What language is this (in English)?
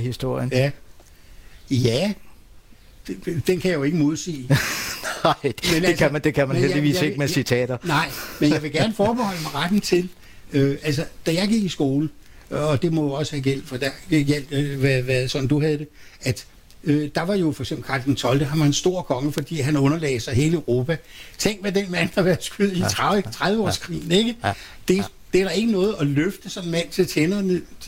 Danish